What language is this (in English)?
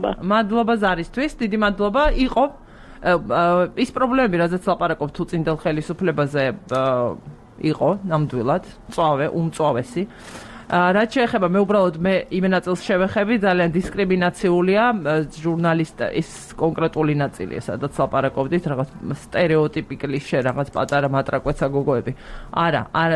Georgian